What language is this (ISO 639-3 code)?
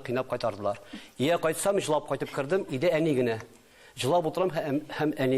tat